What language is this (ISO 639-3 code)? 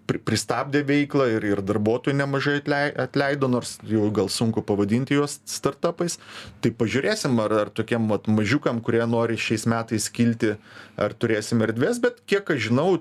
lit